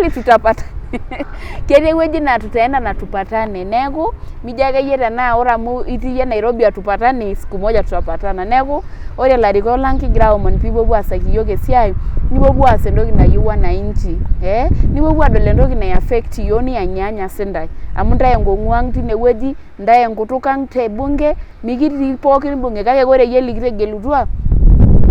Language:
Masai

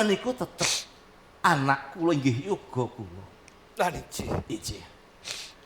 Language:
Javanese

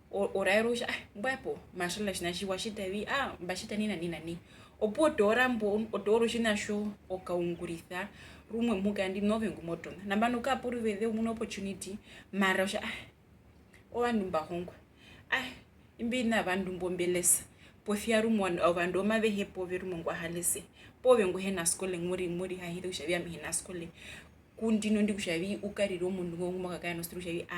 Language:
Herero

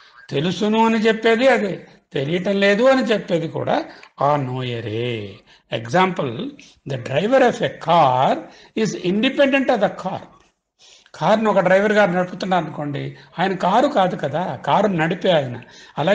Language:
Telugu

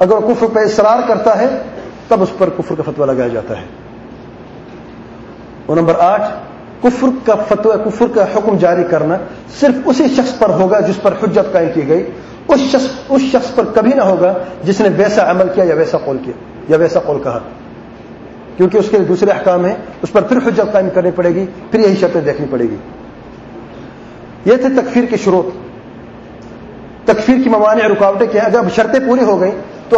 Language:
Urdu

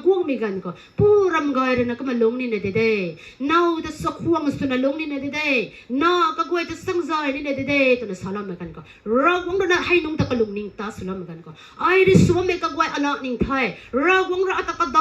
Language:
Rongmei Naga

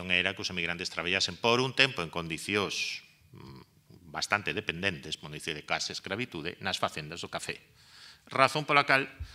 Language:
Galician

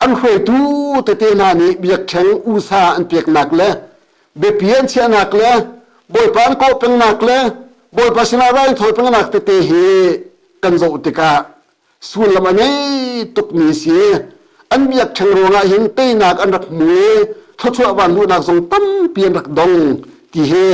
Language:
Hakha Chin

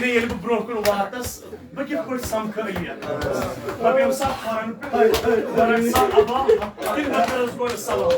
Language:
Kashmiri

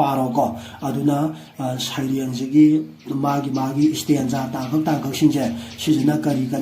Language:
Manipuri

